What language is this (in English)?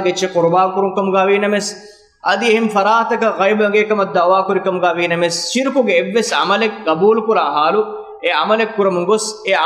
Divehi